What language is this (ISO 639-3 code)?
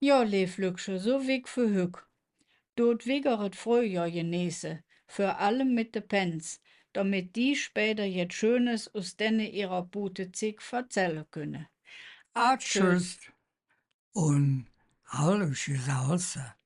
ksh